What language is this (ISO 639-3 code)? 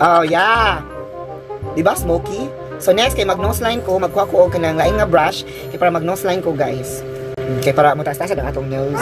ceb